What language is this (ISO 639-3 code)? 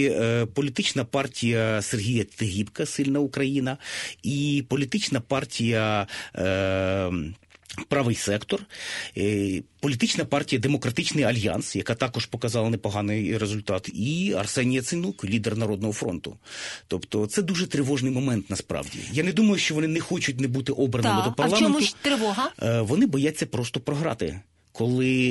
ukr